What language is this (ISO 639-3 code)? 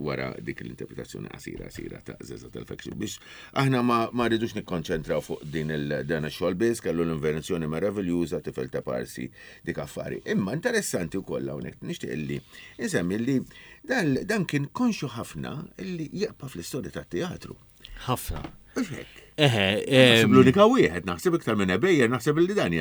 mlt